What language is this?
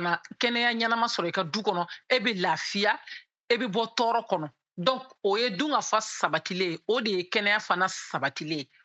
Bambara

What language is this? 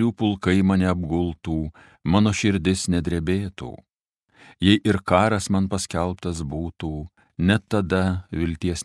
Lithuanian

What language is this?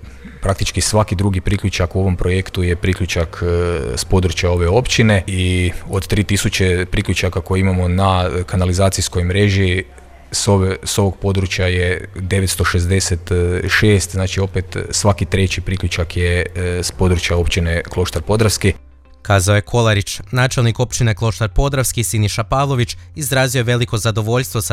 Croatian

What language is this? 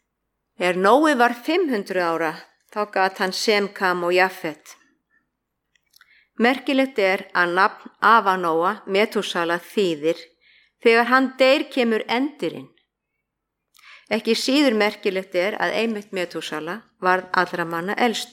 Icelandic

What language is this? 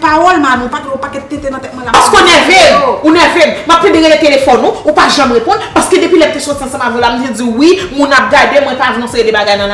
Haitian Creole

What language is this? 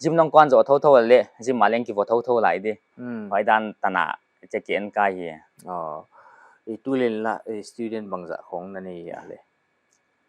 Paite Chin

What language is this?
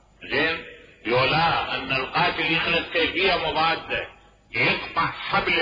Mesopotamian Arabic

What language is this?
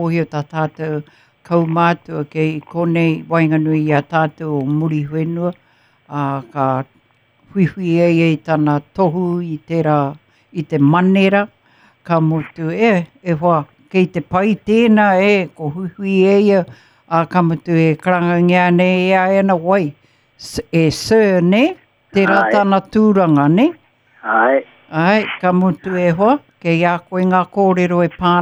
Māori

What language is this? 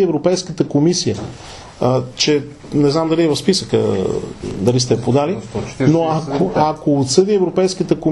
Bulgarian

